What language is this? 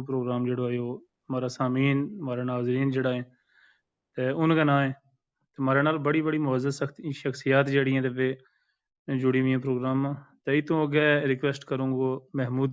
Gujari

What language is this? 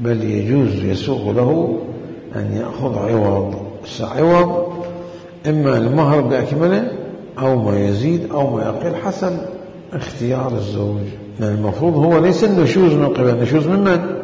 Mesopotamian Arabic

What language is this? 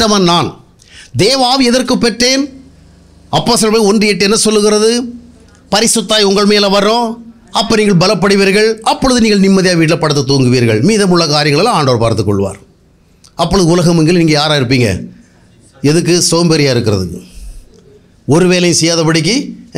Tamil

